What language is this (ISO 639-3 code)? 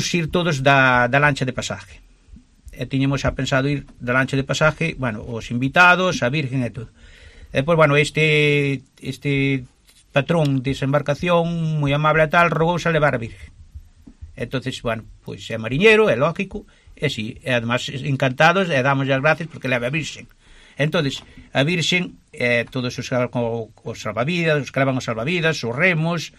glg